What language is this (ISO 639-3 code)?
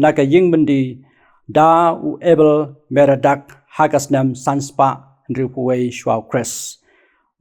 kha